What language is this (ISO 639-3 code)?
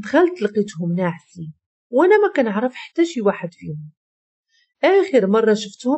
ary